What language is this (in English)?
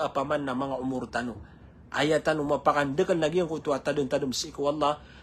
Maranao